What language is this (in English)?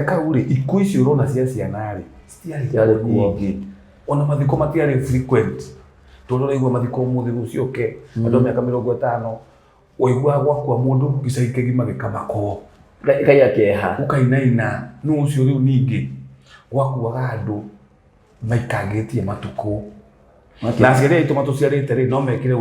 Kikuyu